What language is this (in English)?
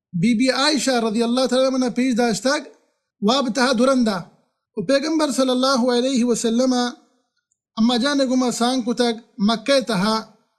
Baluchi